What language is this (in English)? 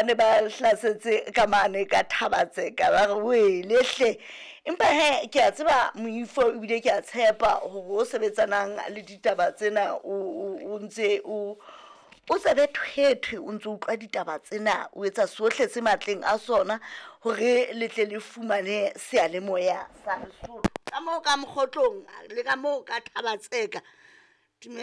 Southern Sotho